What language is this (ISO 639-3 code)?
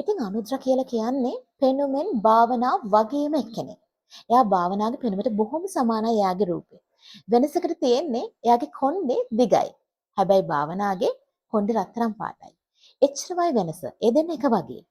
sin